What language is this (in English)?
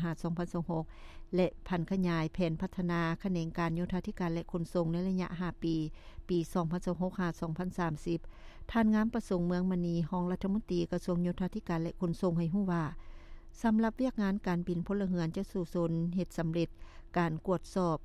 Lao